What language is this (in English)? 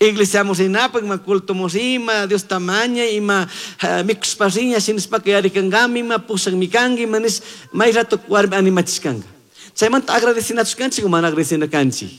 Chimborazo Highland Quichua